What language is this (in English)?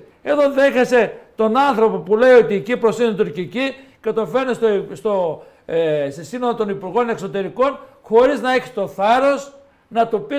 Greek